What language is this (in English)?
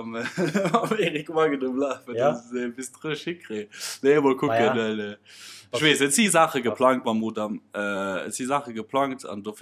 Luxembourgish